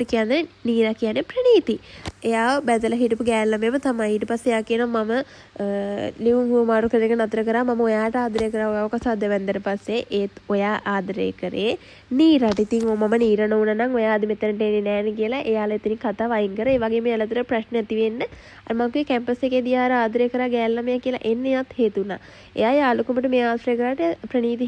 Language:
Sinhala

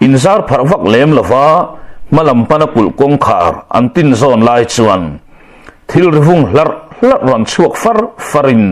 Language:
Mizo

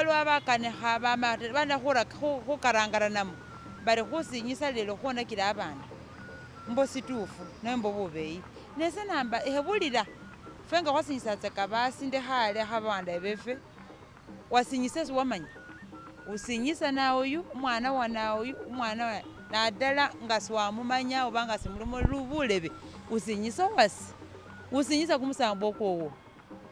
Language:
Masaaba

